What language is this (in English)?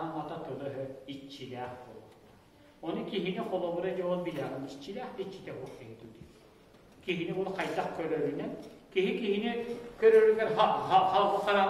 Yakut